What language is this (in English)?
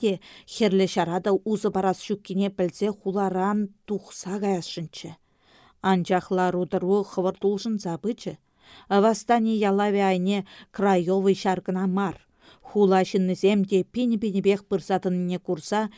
Chuvash